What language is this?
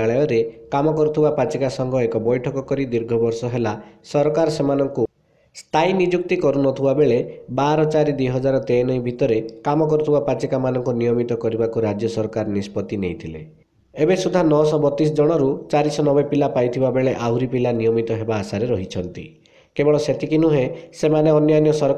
Odia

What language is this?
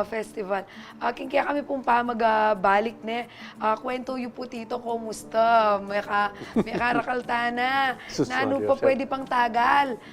Pampanga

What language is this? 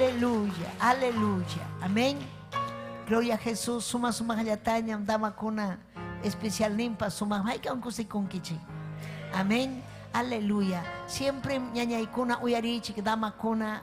Ayacucho Quechua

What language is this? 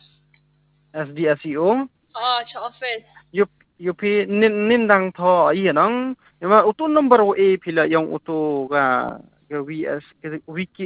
Khasi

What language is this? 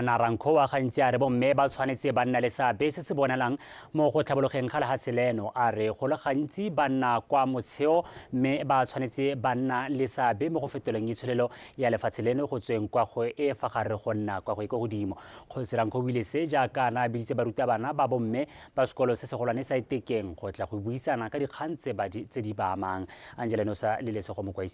Tswana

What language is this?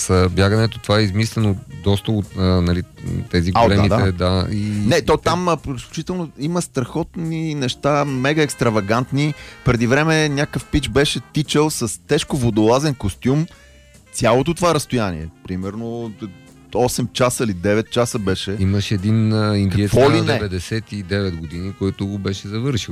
Bulgarian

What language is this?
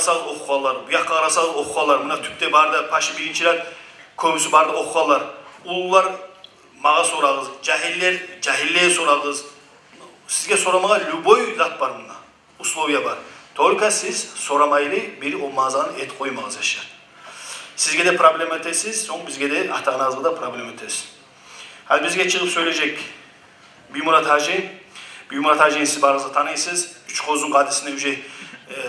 Kumyk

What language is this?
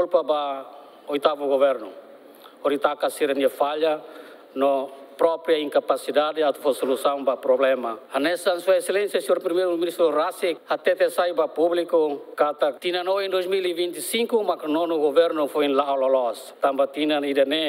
Tetum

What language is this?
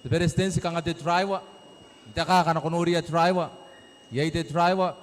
Gilbertese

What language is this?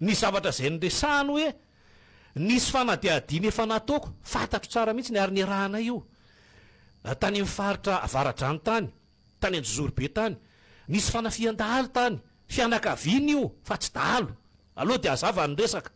Malagasy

